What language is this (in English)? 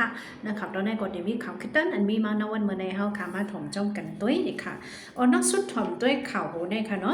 Shan